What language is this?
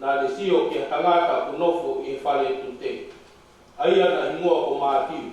Tongan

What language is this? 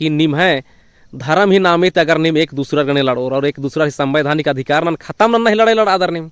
Kurukh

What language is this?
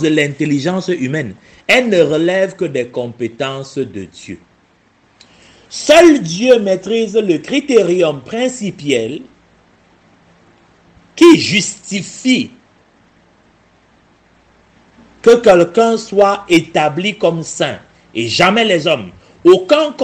French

